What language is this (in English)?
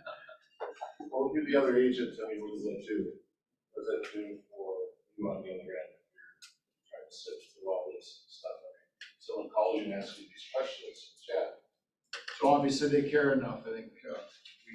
English